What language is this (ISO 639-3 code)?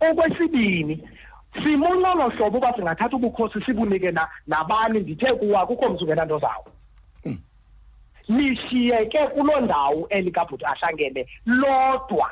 xho